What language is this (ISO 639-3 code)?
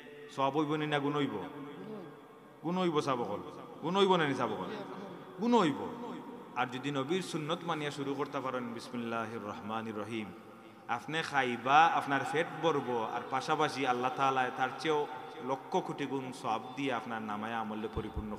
syl